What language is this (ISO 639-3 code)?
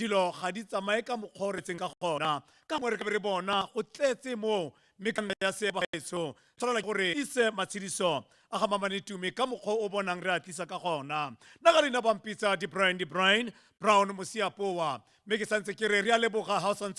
tsn